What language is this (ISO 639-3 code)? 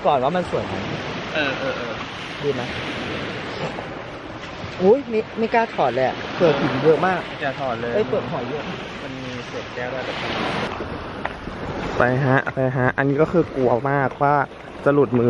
tha